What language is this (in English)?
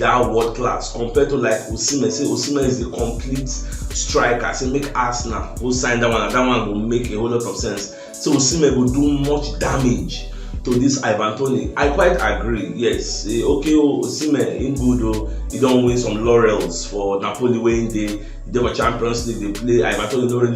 Nigerian Pidgin